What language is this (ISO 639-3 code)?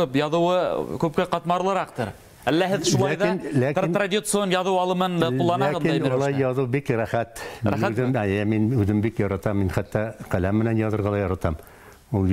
bak